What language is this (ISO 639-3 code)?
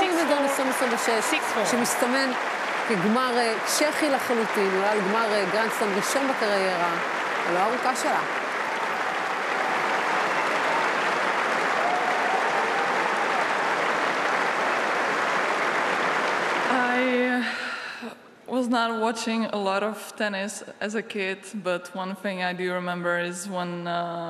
heb